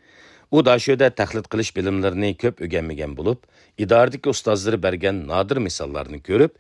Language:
Uyghur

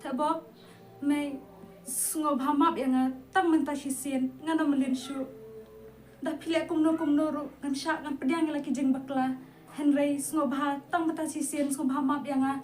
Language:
Khasi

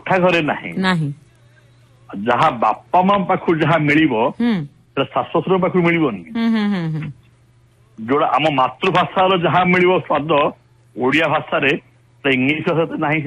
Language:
Odia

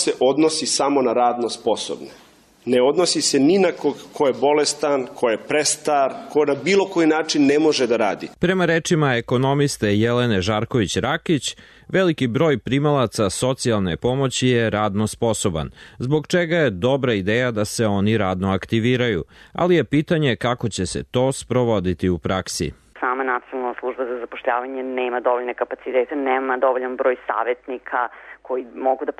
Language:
Serbian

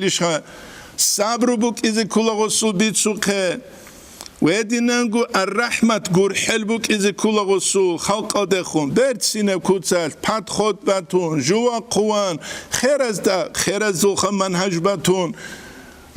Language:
Avaric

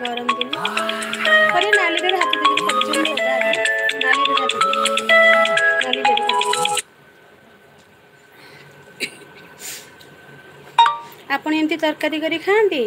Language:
Odia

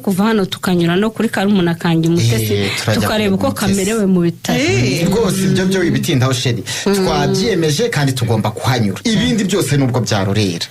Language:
Kinyarwanda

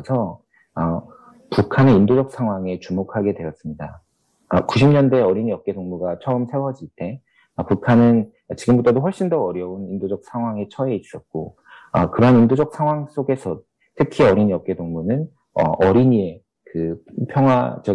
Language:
Korean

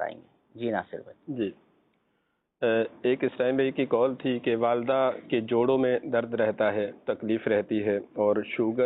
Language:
Urdu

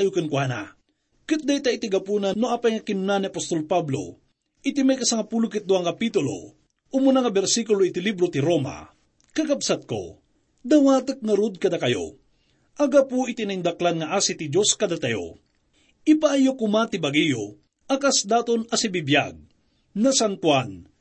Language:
Iloko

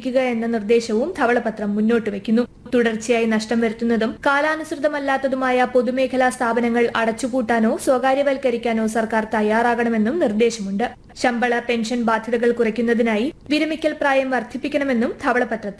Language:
Malayalam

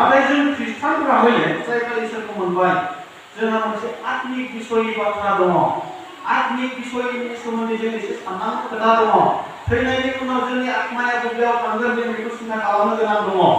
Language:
Bodo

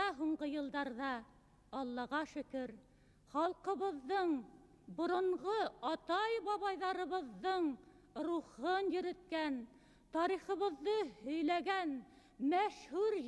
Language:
Bashkir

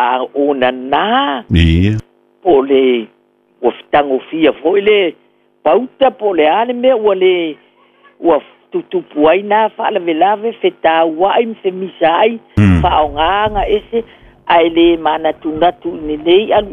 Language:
Samoan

